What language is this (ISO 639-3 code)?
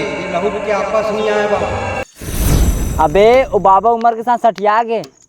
hne